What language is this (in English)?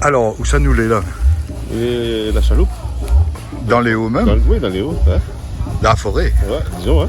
Réunion Creole French